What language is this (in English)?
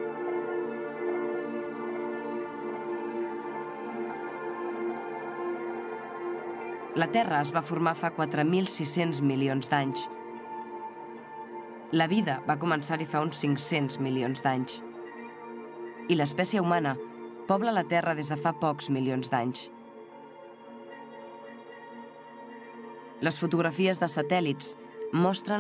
Catalan